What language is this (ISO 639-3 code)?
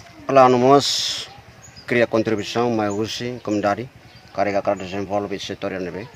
tet